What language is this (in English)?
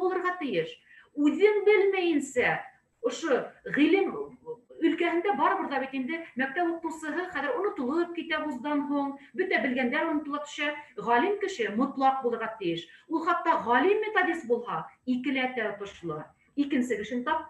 Bashkir